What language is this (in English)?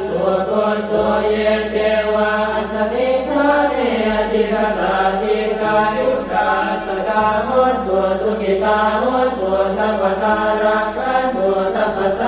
Pali